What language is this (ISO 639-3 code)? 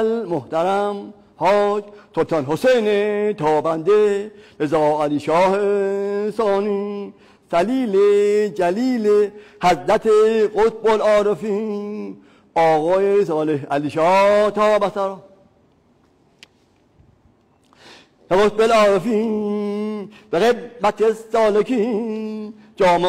fas